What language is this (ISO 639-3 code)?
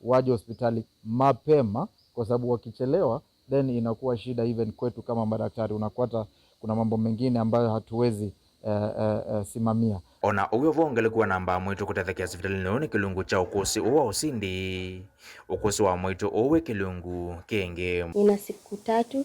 kam